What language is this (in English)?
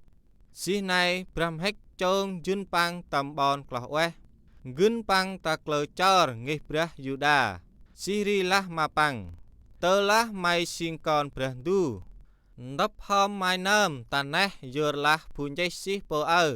Central Mnong